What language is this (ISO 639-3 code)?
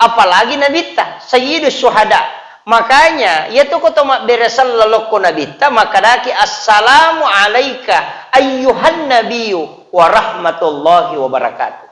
bug